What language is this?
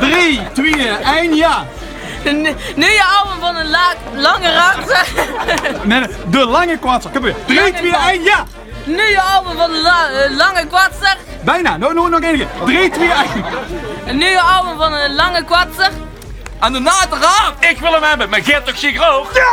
Limburgish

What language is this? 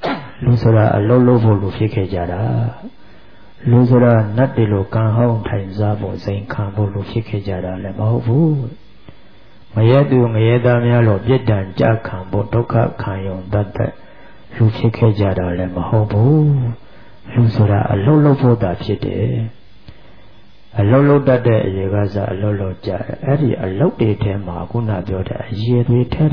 Burmese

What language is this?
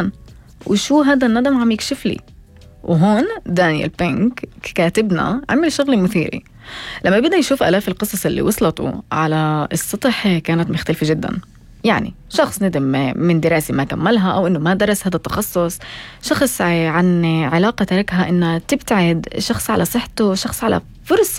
North Levantine Arabic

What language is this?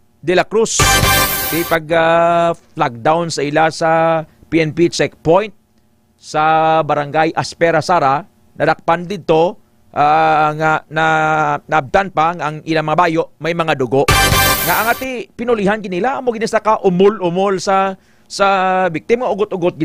Hiligaynon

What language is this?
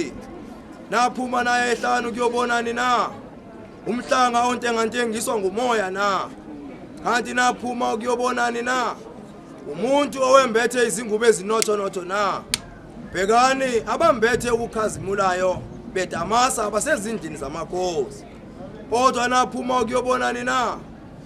Zulu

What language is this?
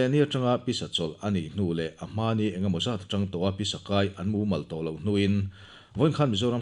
Mizo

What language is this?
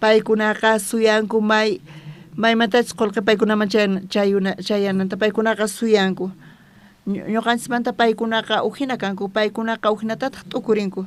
South Bolivian Quechua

